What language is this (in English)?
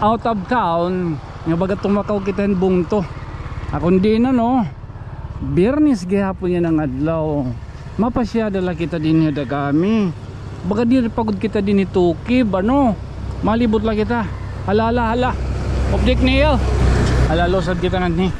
Waray